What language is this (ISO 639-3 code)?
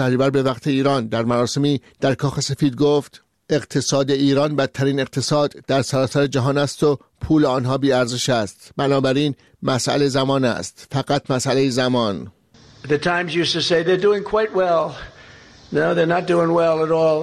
fas